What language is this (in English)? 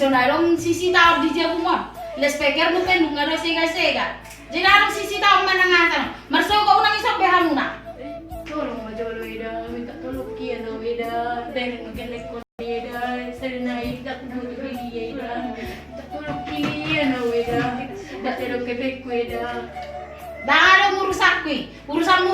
Batak Toba